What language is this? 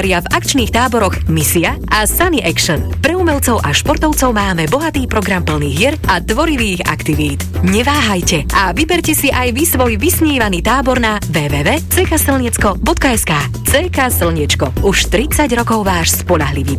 Slovak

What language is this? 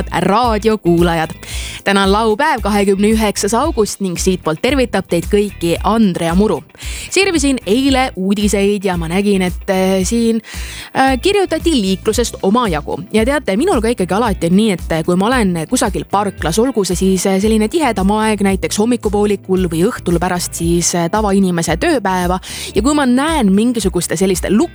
Estonian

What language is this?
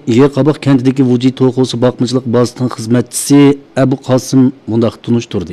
Uyghur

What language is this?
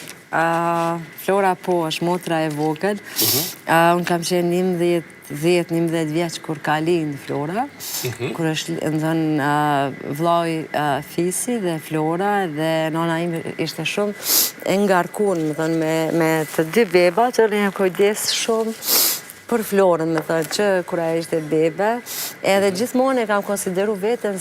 Albanian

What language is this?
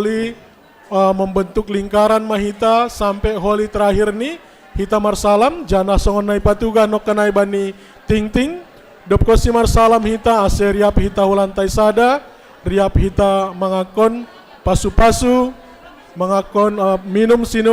Batak Simalungun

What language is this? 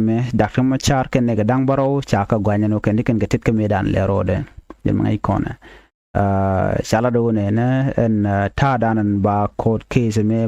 Nuer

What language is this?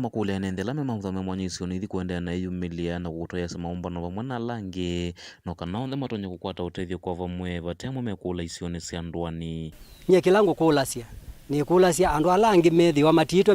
Kamba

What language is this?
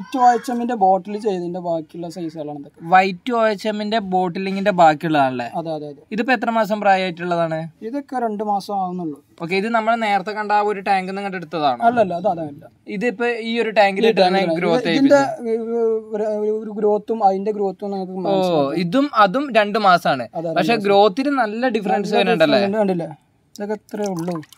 Malayalam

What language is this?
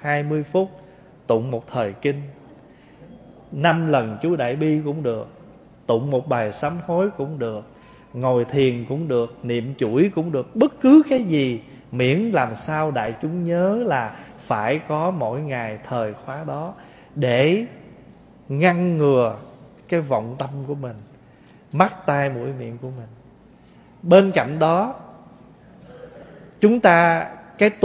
Vietnamese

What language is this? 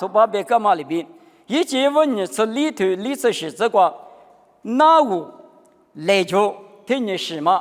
Lisu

